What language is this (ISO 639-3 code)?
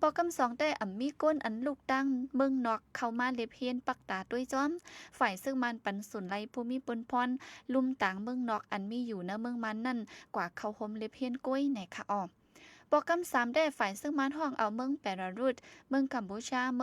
shn